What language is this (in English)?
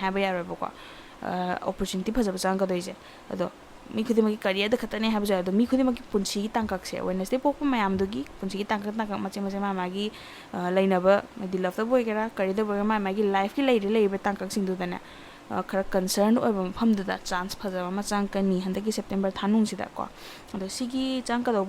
Manipuri